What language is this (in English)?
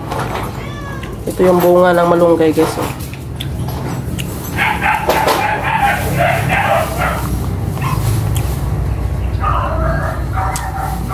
Filipino